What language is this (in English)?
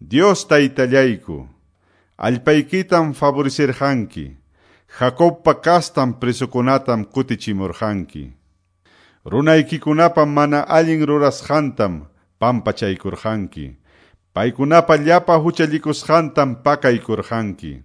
Quechua